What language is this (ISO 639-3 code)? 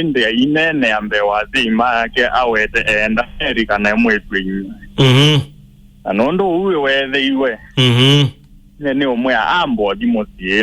kam